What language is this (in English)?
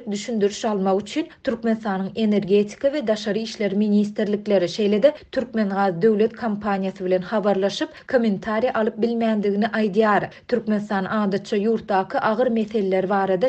Turkmen